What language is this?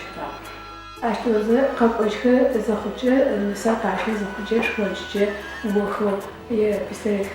Adyghe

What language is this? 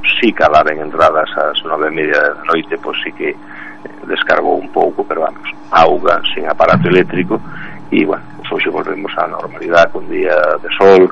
Galician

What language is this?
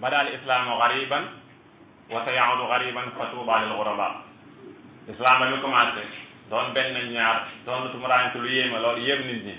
Wolof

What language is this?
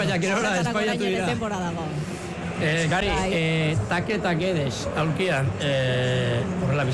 Basque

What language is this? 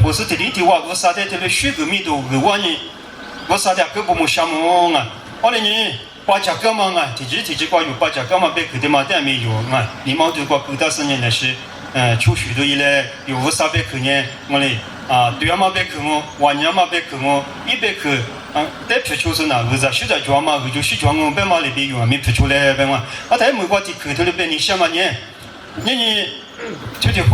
Lisu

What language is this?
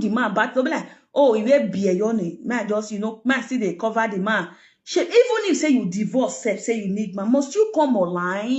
Nigerian Pidgin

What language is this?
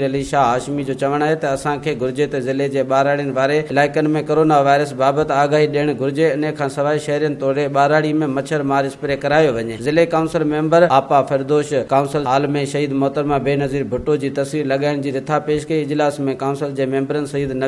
Sindhi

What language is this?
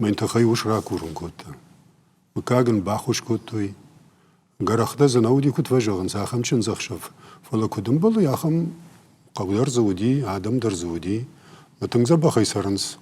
Ossetic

